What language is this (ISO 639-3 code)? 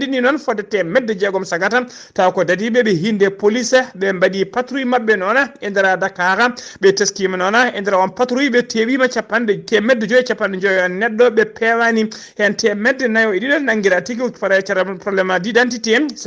ful